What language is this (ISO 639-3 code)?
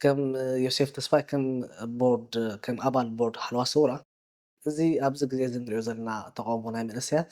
tir